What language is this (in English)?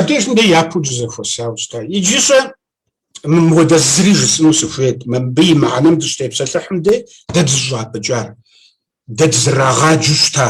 Kabardian